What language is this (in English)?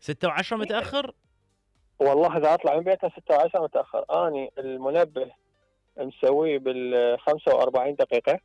Mesopotamian Arabic